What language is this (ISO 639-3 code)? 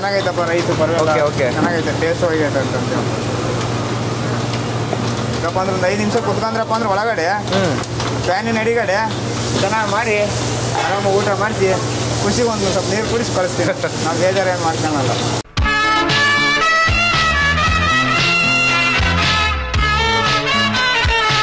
kan